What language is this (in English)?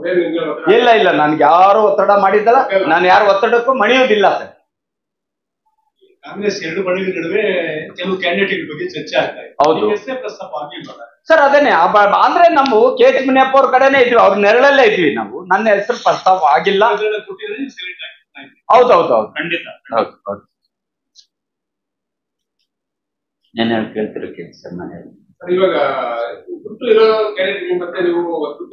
Kannada